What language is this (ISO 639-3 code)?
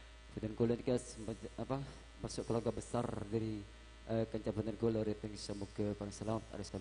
mad